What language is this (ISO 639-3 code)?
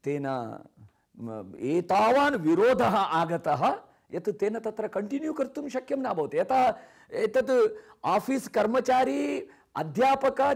san